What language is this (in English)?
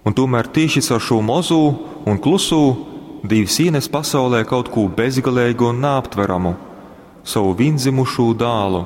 Latgalian